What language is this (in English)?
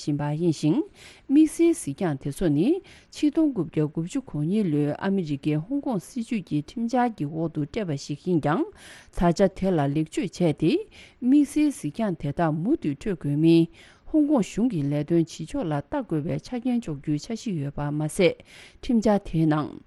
Tibetan